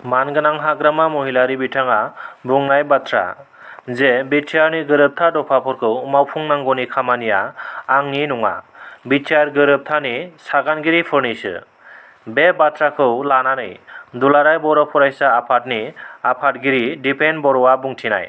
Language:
Bodo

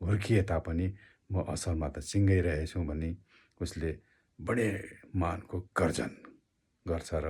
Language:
Nepali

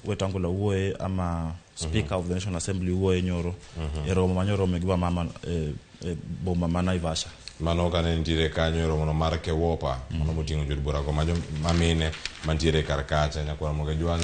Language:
Luo (Kenya and Tanzania)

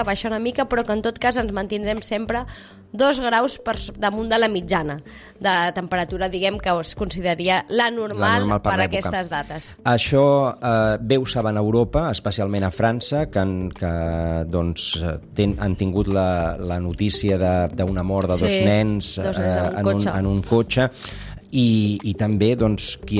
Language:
Catalan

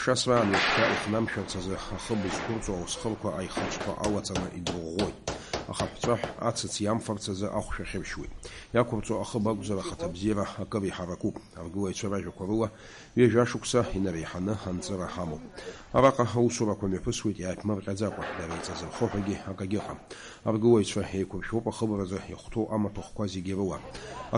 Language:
Abkhazian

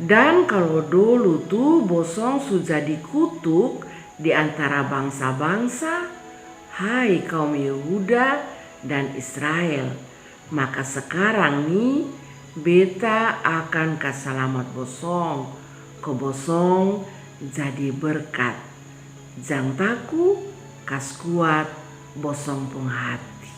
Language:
Kupang Malay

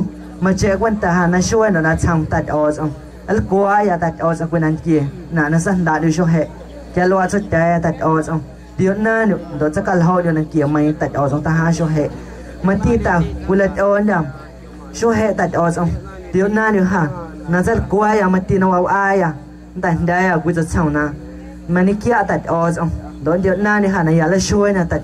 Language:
Guerrero Amuzgo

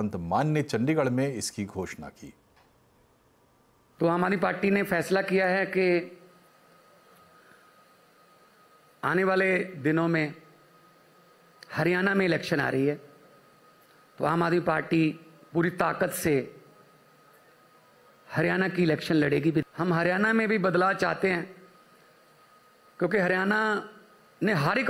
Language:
Hindi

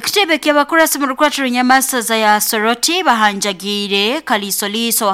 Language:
Nyoro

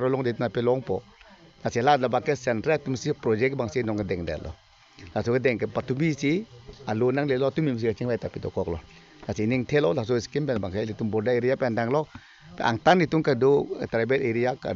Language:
Karbi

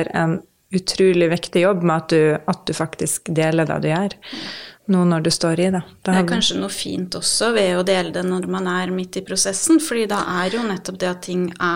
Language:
Norwegian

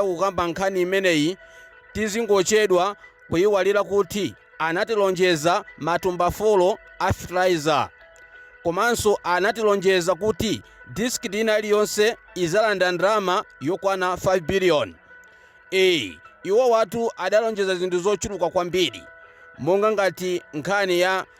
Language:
Nyanja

